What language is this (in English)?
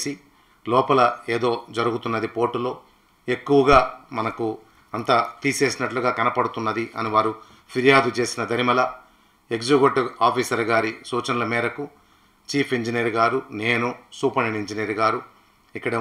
Telugu